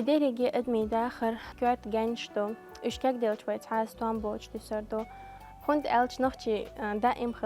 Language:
Chechen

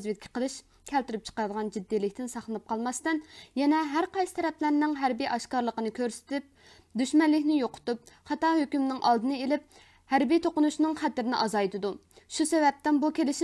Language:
Uyghur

